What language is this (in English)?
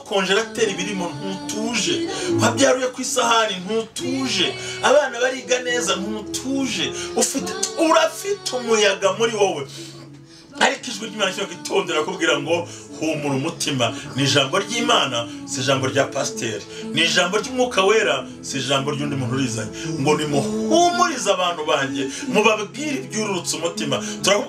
Kinyarwanda